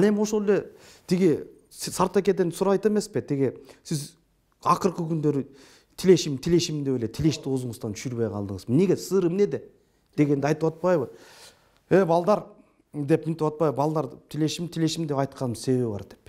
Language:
Kyrgyz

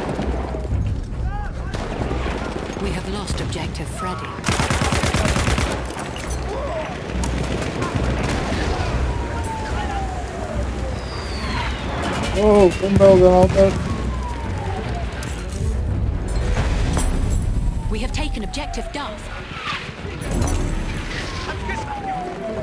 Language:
Norwegian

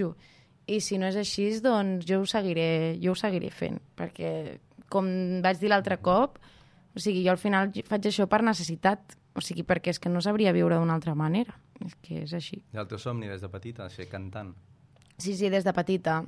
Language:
Catalan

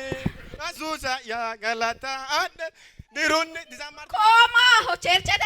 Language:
Sidamo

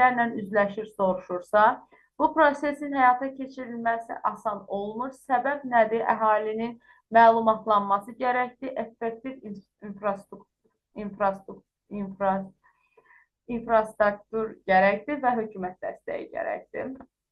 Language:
Azerbaijani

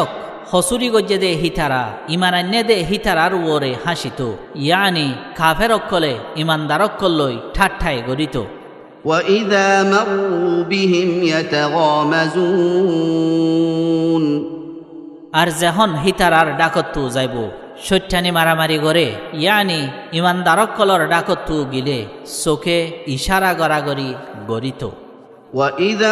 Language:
Rohingya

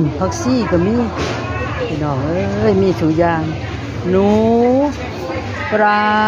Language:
Lao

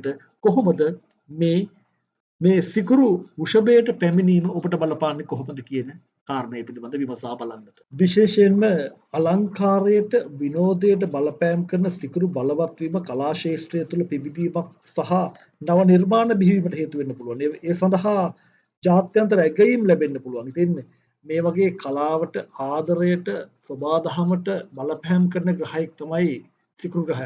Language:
Sinhala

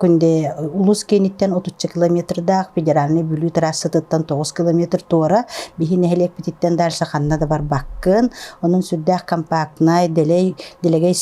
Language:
Yakut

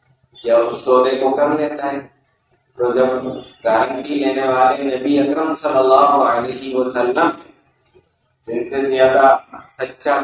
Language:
Urdu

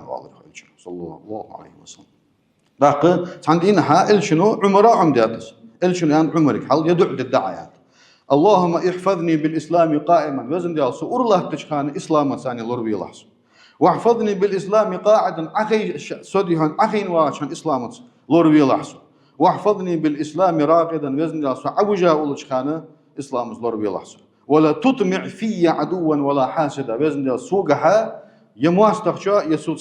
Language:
Ingush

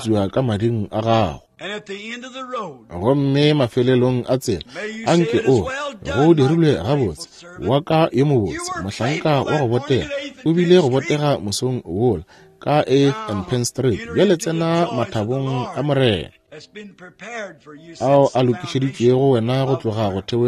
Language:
Northern Sotho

